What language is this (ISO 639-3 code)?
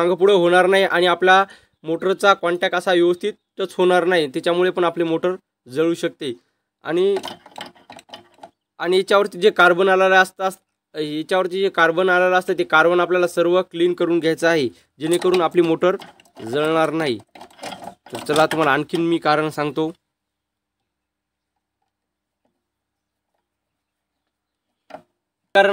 mar